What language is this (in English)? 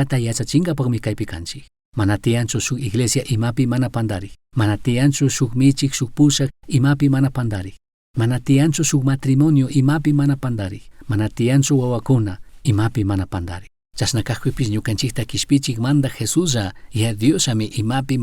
Chimborazo Highland Quichua